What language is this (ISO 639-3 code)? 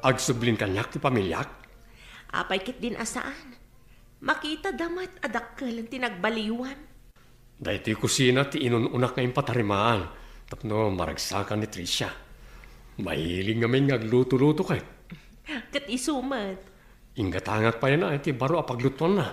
ilo